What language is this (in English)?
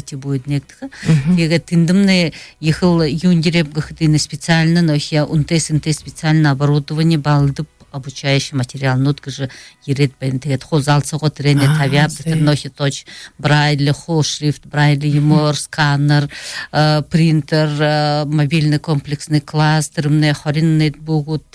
Buriat